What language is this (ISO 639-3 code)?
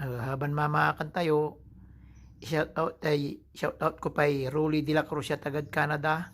pag